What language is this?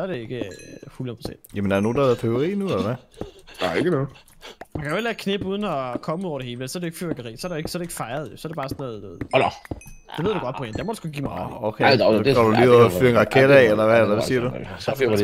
Danish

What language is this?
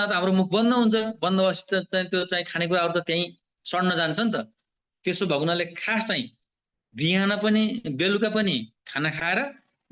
Nepali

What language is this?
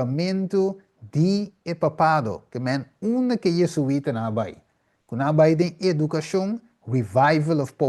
Papiamento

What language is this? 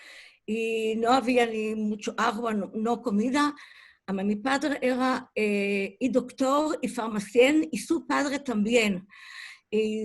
Ladino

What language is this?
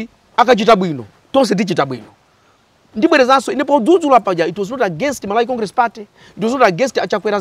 Nyanja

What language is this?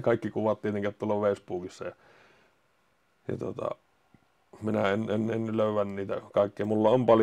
Finnish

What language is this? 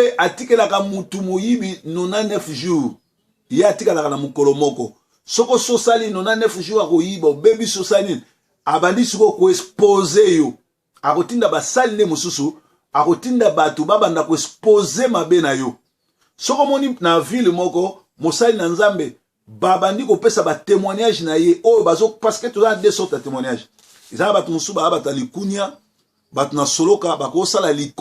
Lingala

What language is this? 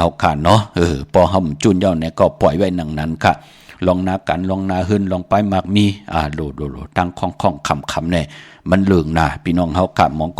Shan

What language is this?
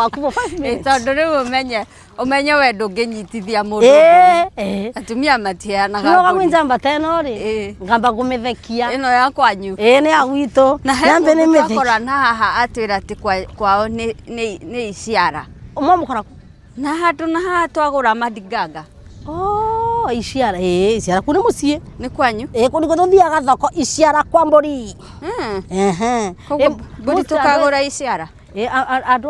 Kikuyu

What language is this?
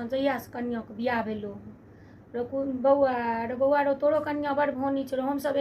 Maithili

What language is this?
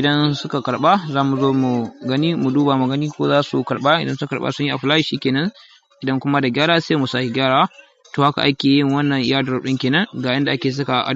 Hausa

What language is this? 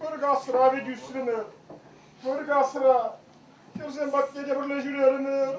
Chuvash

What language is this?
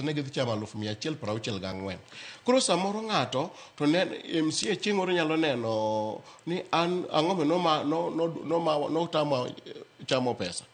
Luo (Kenya and Tanzania)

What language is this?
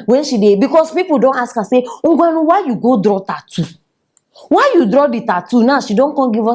Nigerian Pidgin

